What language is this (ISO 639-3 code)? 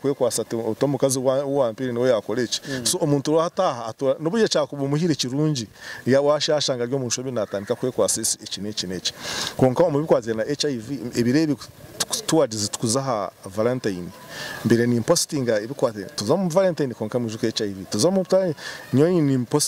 kin